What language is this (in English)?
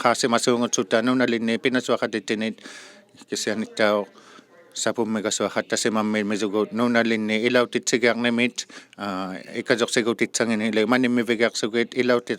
Inuktitut